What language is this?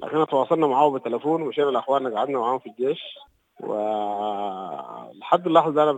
Sudanese Arabic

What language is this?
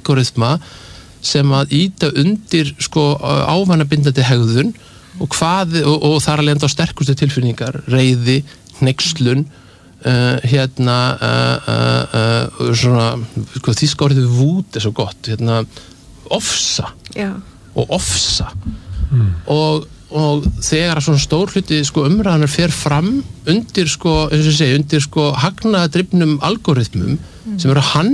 Icelandic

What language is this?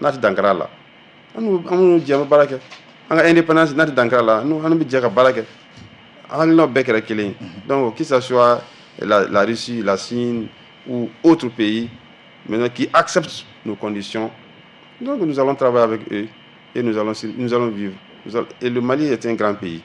Bambara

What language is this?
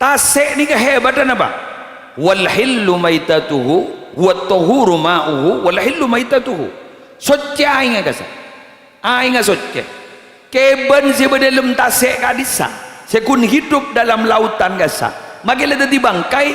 Madurese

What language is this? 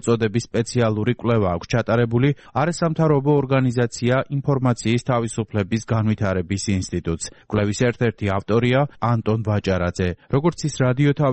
Georgian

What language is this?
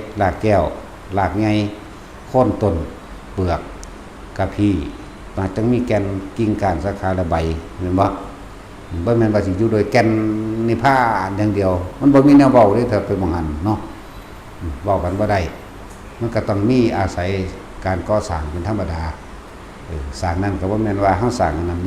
Northeastern Thai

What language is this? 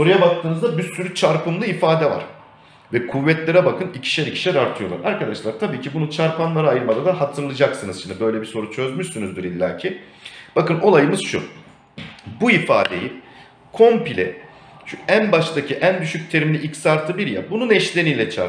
Turkish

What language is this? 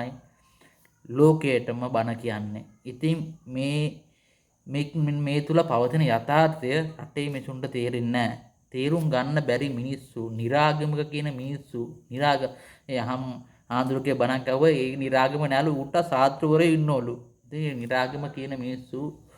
Sinhala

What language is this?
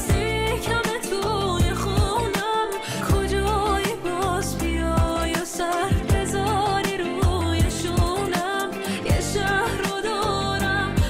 Persian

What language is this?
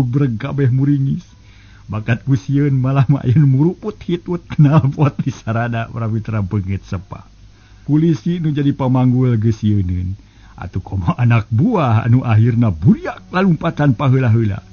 Sundanese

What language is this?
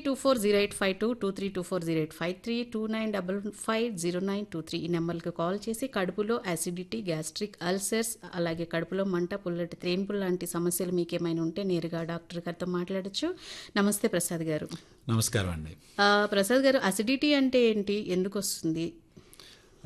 Telugu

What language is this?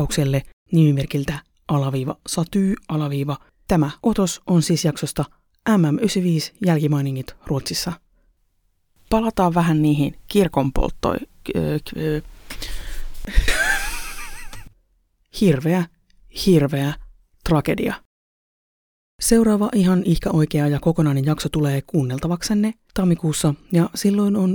Finnish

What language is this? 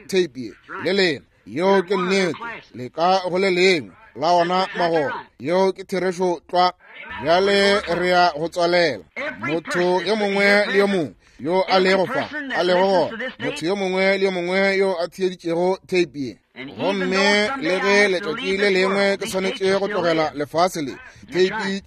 Northern Sotho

